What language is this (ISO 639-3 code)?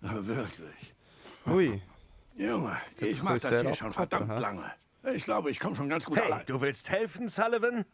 gsw